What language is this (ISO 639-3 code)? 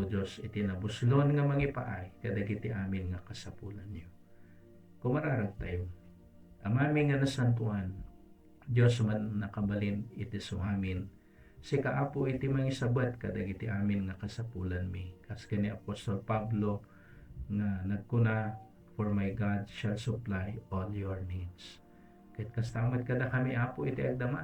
ilo